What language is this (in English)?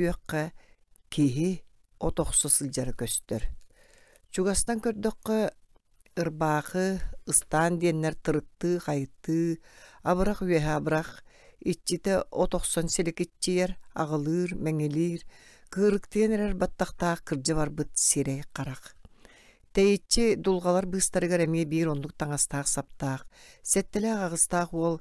Yakut